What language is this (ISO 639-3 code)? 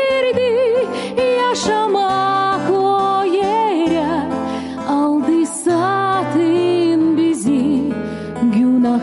gag